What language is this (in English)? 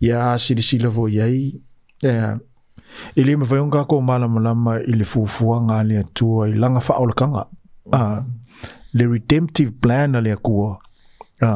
Samoan